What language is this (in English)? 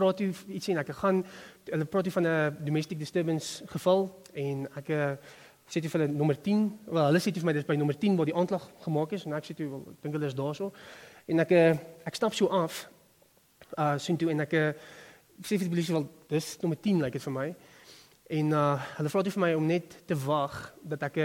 Afrikaans